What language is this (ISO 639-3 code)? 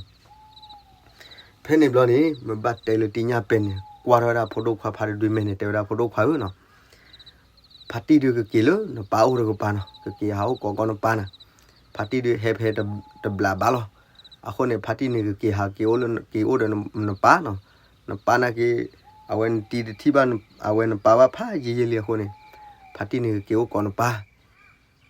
ksw